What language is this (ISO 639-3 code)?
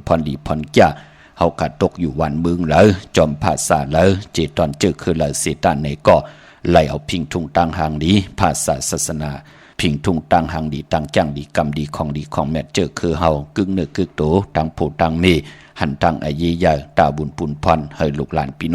shn